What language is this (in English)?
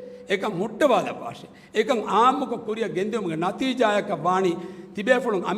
Divehi